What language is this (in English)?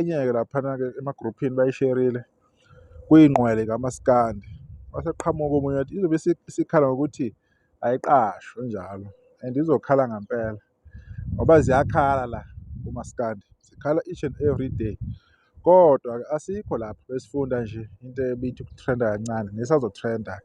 Zulu